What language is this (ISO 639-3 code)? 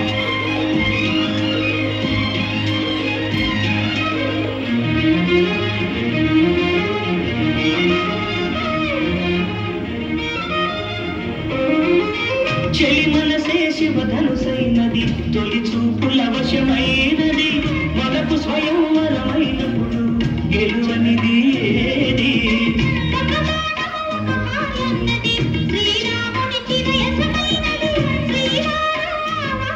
tel